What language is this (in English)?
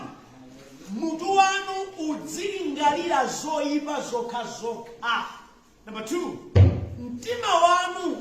Nyanja